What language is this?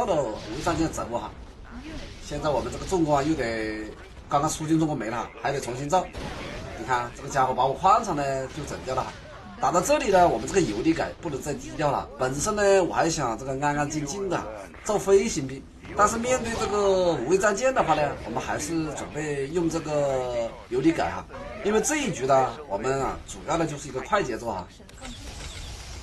Chinese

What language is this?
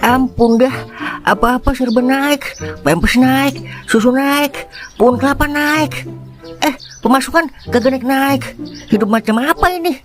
Betawi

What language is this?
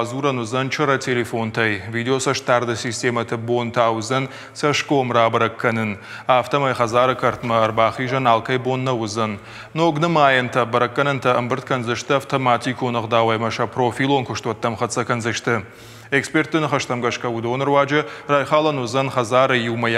Ossetic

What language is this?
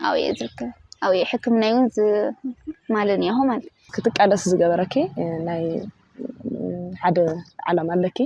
Tigrinya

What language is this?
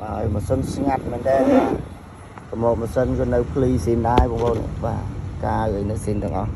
Khmer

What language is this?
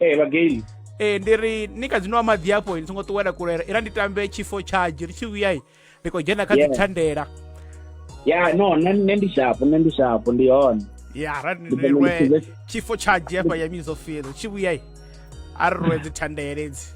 Venda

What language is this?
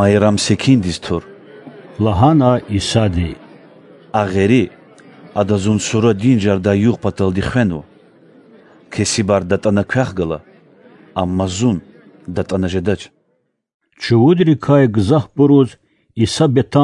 Lezghian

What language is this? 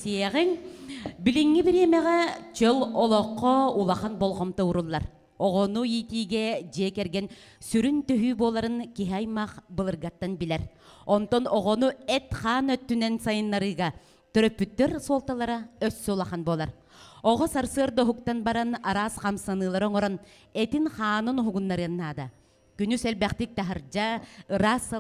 Yakut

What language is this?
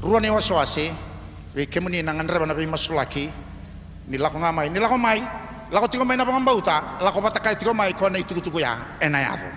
Fijian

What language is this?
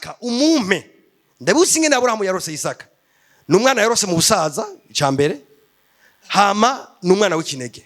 Rundi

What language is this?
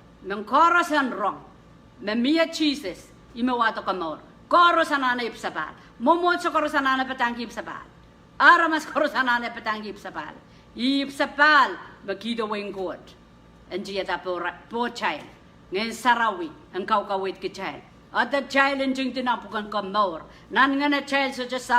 Pohnpeian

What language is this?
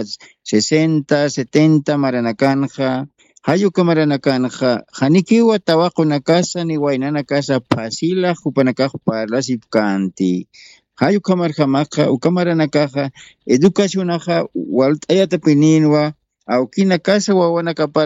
Aymara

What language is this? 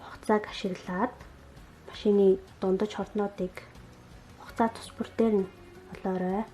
Mongolian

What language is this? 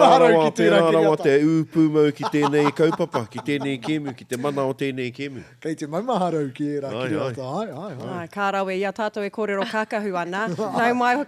Māori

